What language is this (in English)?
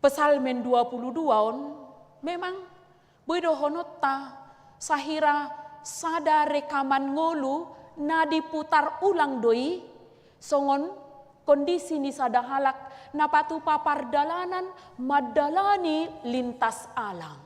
Batak Toba